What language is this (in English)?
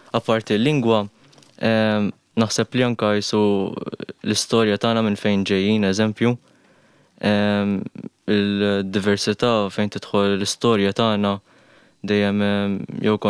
Maltese